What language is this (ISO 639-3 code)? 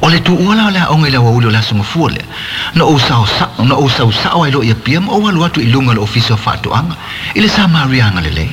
smo